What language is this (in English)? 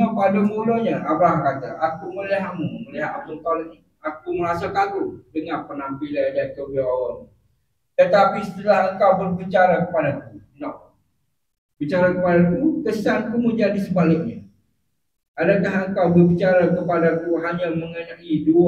Malay